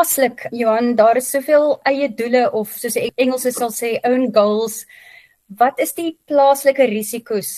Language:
Afrikaans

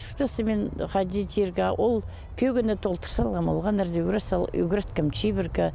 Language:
Khakas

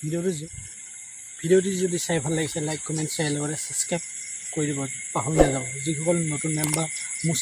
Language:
Assamese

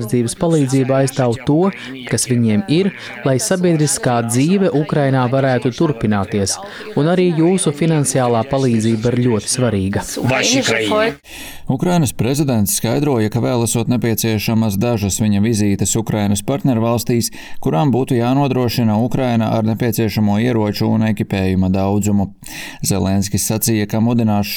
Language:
Latvian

